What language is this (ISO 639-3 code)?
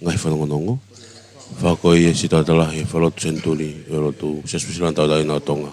ton